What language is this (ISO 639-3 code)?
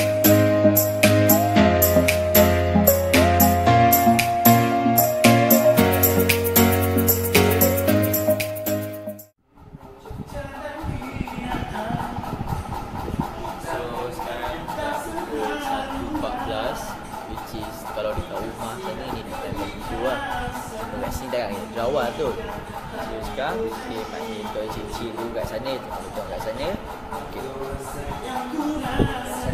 msa